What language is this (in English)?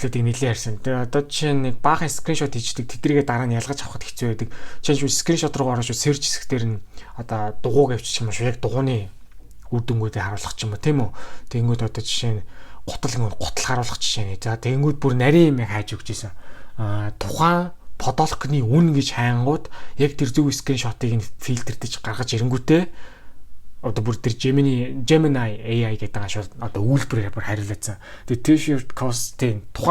Mongolian